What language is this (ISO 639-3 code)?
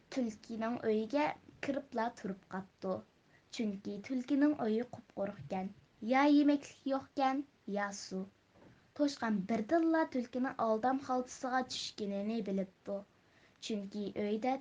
uig